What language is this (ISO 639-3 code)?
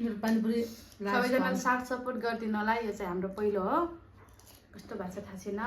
nep